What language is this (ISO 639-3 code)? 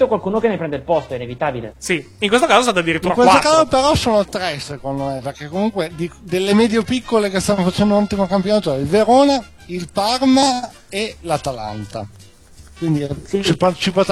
ita